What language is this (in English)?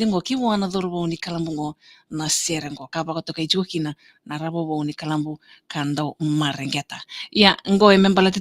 Fijian